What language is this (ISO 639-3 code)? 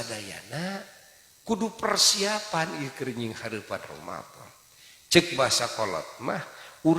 sun